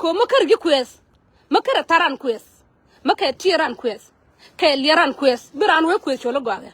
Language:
Nuer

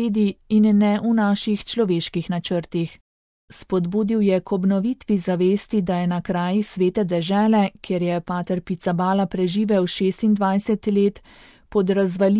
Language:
Slovenian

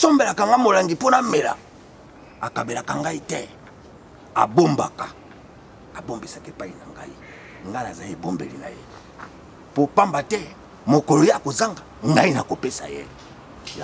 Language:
Lingala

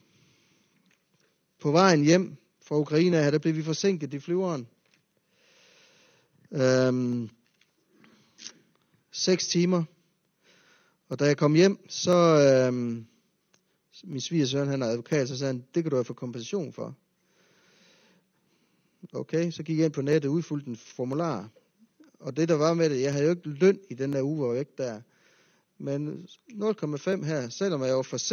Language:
Danish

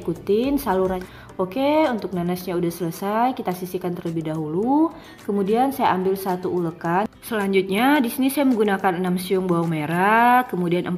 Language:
Indonesian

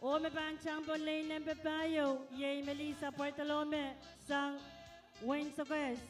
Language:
Pohnpeian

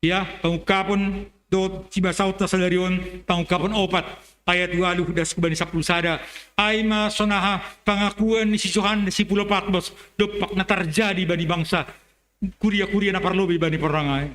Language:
Batak Simalungun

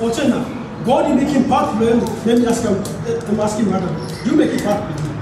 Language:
Tok Pisin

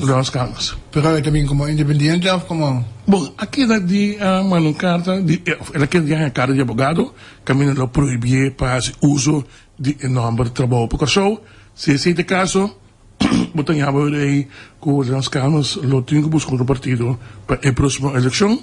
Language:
Papiamento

